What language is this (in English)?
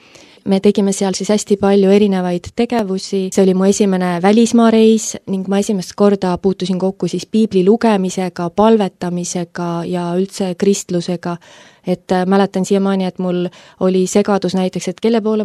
Estonian